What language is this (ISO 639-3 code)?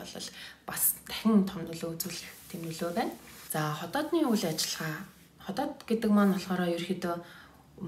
mon